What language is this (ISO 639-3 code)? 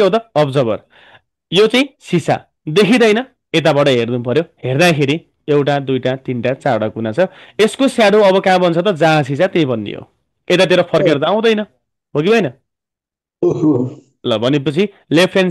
nep